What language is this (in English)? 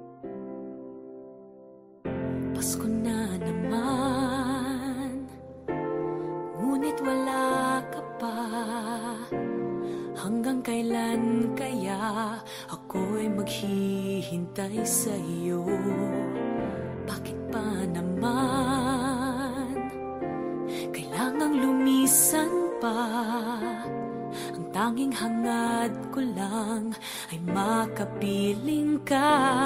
Filipino